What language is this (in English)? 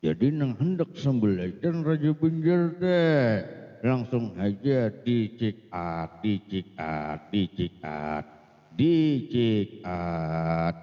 Banjar